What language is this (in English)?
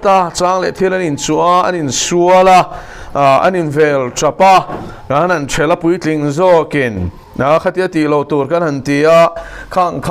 Mizo